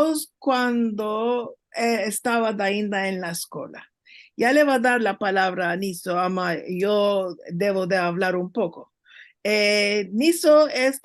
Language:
Ladino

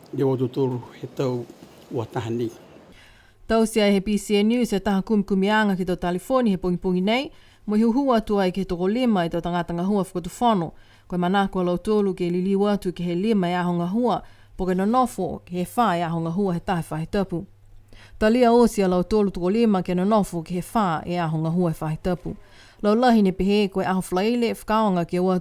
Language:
Niuean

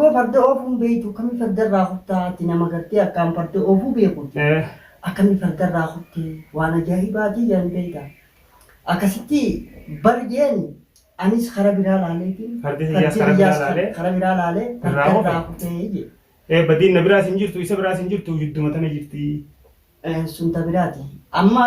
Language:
Oromo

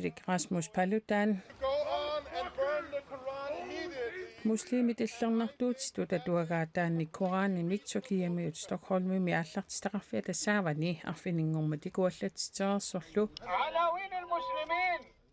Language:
Kalaallisut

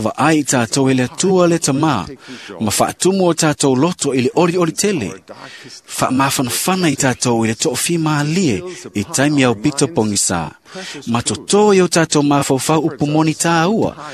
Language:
Samoan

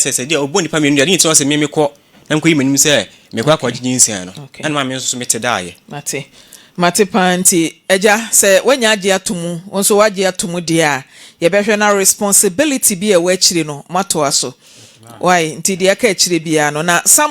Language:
Akan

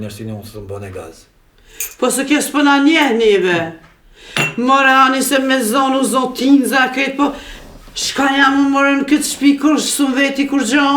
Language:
Albanian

